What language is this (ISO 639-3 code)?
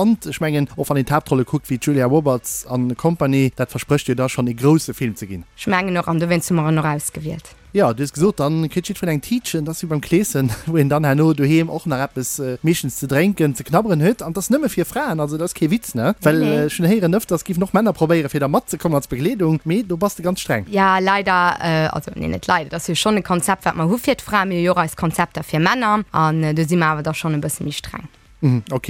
ltz